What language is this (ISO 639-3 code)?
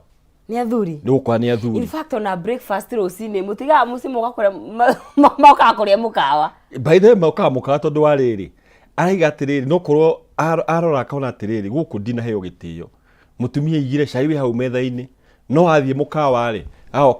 kik